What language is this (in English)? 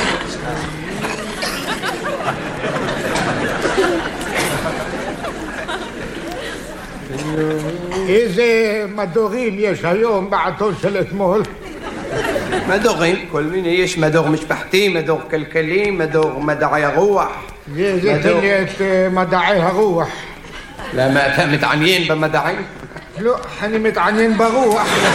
Hebrew